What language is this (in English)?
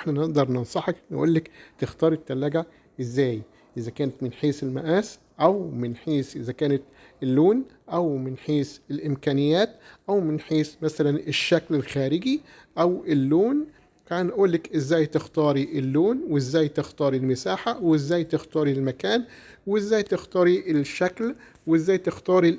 Egyptian Arabic